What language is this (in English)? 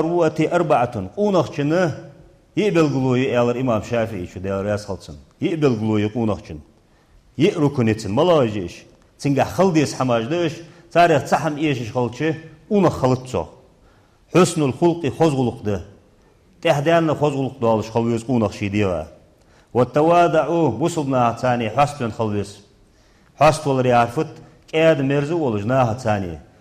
Ingush